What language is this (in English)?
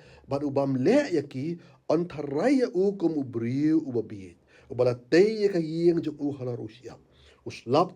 Khasi